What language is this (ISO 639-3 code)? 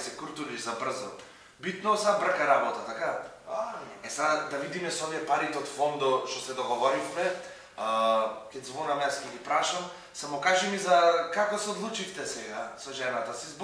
mkd